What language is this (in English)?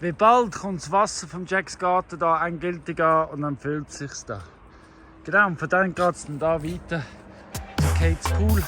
Swiss German